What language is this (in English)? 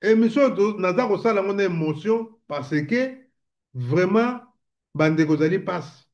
Lingala